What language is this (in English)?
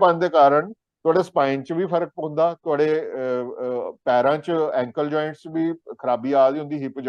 Dogri